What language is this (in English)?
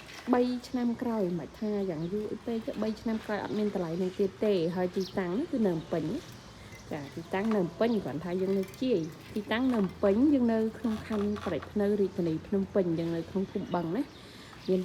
Khmer